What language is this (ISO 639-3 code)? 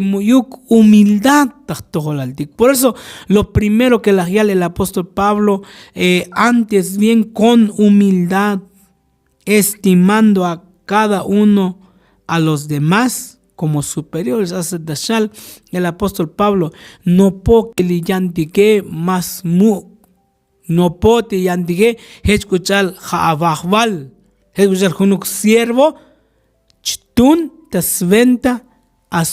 tzo